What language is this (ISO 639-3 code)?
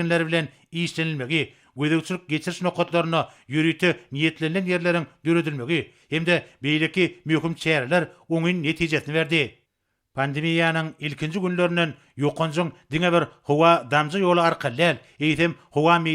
tuk